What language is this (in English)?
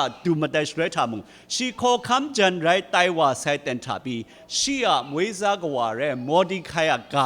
Kachin